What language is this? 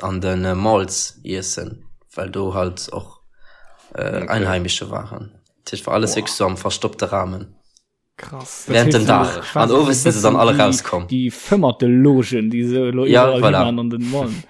Luxembourgish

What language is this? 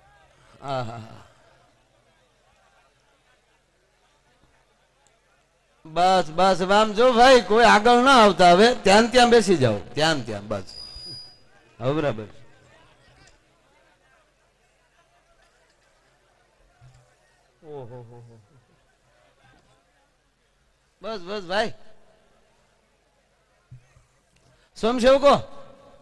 Gujarati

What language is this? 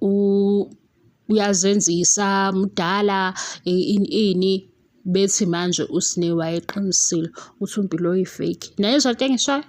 Zulu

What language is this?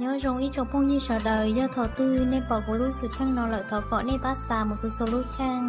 Hmong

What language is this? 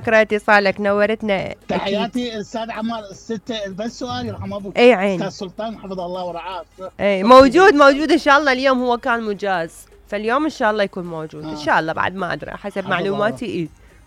Mesopotamian Arabic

